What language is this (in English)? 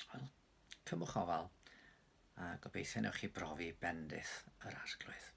Welsh